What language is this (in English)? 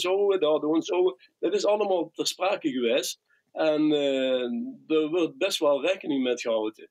Limburgish